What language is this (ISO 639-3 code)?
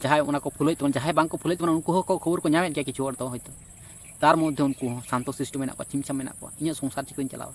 sat